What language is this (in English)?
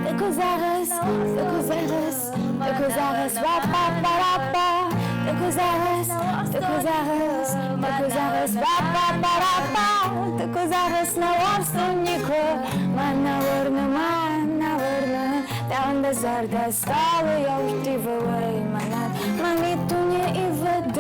Ossetic